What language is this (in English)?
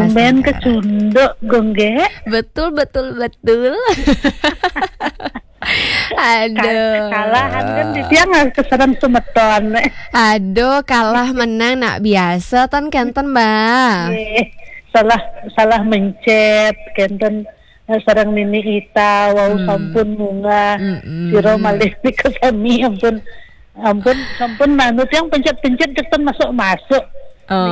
Balinese